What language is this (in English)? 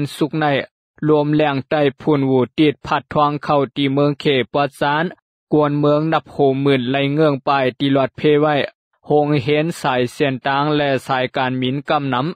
Shan